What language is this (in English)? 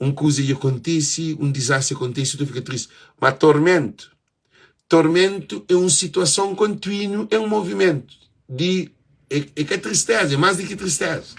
Kabuverdianu